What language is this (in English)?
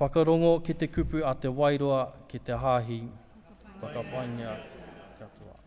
Māori